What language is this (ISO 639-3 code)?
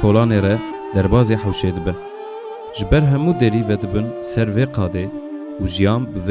kur